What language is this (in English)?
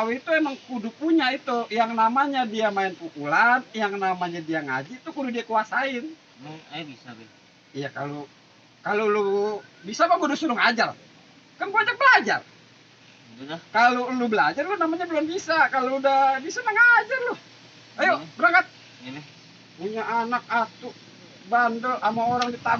Betawi